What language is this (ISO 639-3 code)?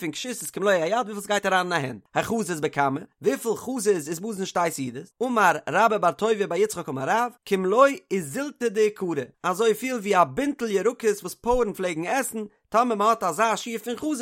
yid